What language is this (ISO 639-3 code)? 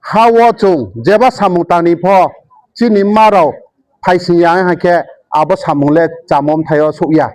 ria